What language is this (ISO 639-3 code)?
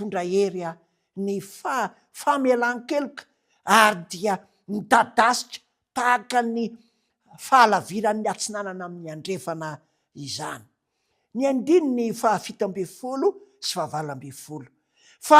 mlg